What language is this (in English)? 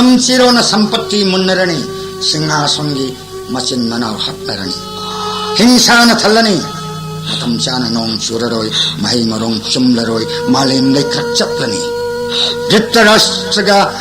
Manipuri